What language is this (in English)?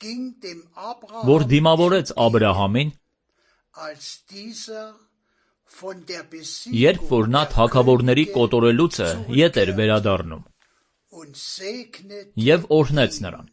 Armenian